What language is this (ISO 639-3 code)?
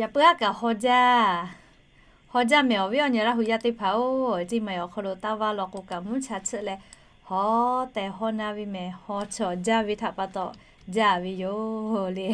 lhu